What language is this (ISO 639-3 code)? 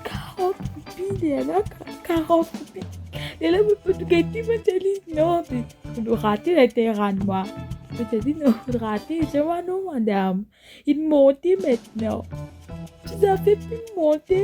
mfe